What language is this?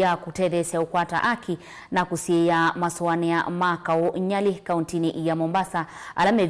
Kamba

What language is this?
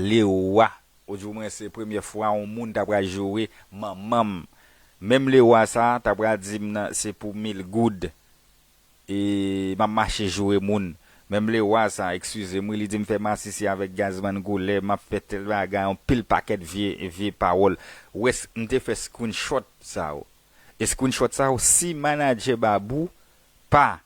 Haitian Creole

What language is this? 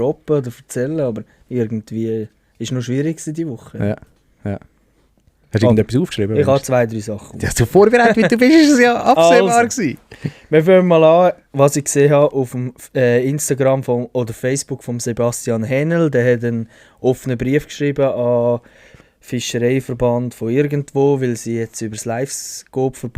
Swiss German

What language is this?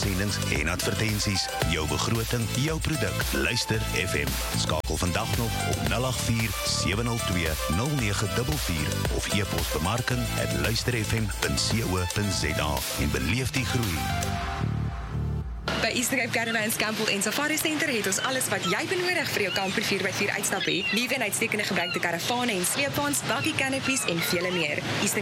Afrikaans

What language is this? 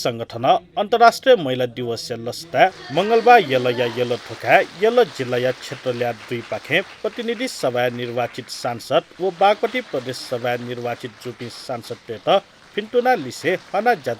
Newari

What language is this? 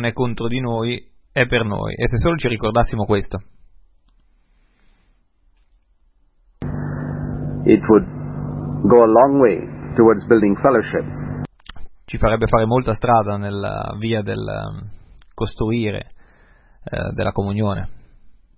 Italian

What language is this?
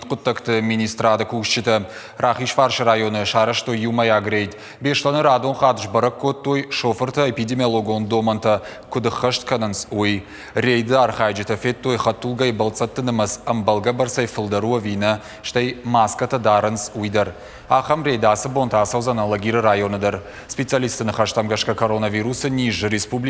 Ossetic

